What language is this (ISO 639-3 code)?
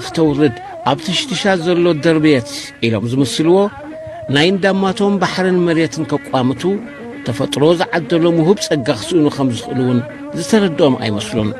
tir